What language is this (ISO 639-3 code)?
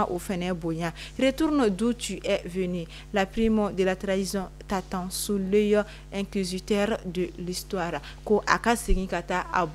bam